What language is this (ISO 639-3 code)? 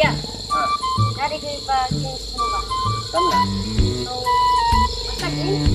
ceb